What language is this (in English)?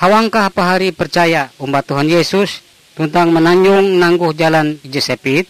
Ngaju